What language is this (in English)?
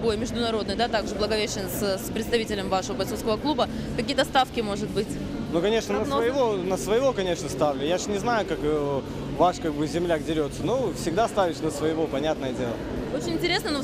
Russian